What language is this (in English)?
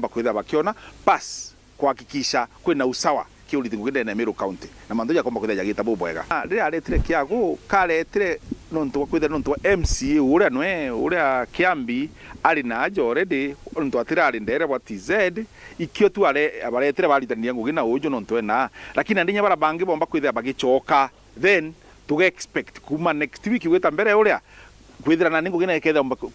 Meru